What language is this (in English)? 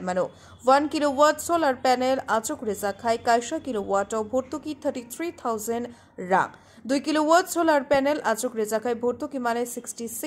Kok Borok